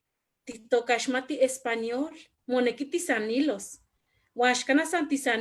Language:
Eastern Huasteca Nahuatl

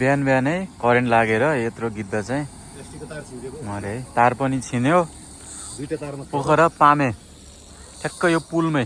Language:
Nepali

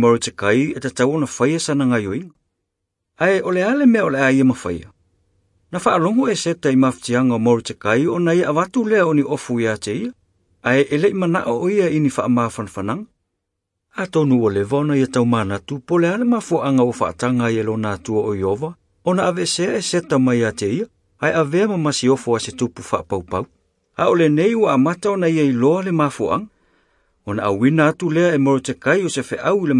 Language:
Samoan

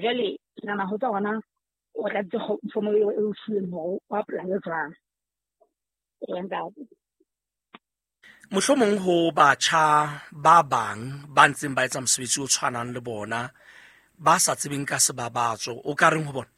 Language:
Southern Sotho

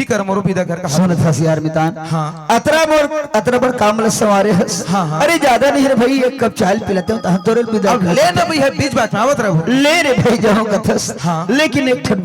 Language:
Chhattisgarhi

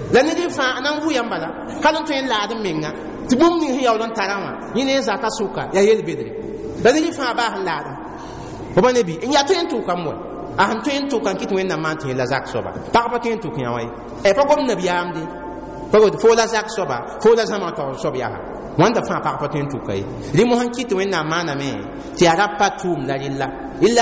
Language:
Mossi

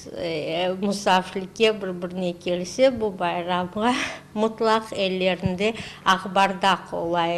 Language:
Crimean Tatar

